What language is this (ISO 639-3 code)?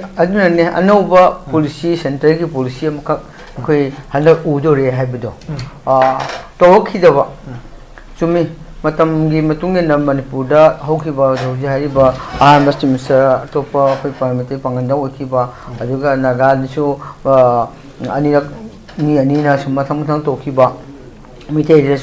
mni